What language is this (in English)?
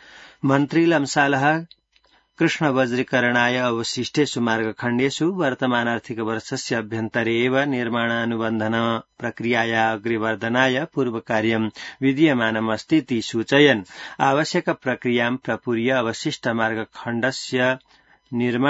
Sanskrit